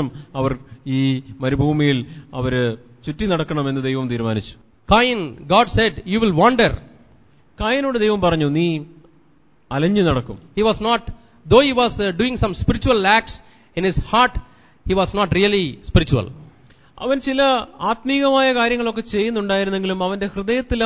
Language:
Malayalam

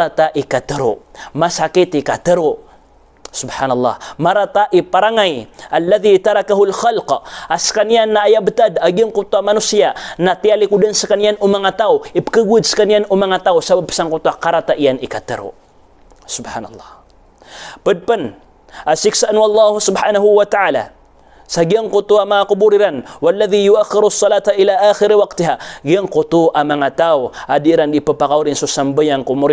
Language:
Maranao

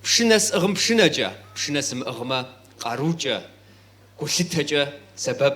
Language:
Kabardian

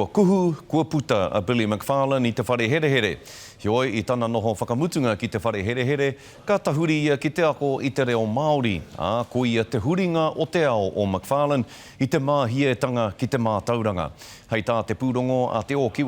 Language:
Māori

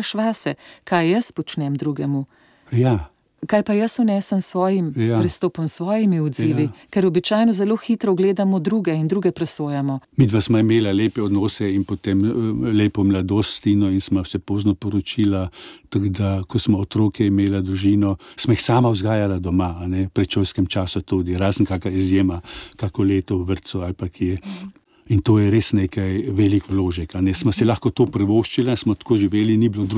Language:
Slovenian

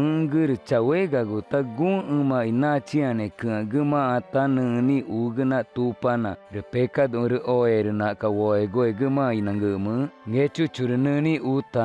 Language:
Ticuna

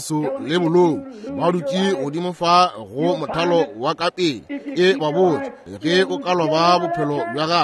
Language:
Northern Sotho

